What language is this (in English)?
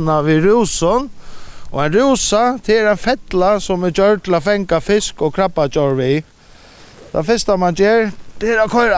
Faroese